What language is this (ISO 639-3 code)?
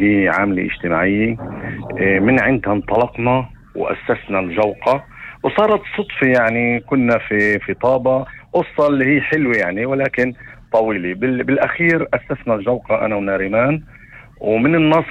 apc